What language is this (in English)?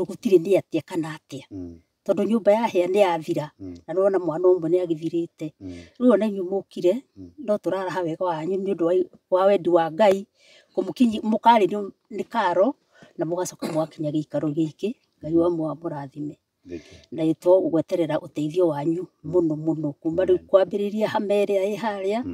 Kikuyu